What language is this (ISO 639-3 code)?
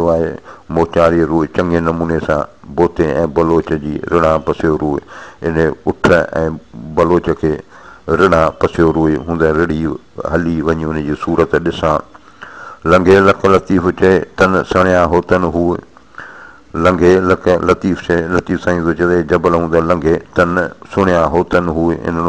snd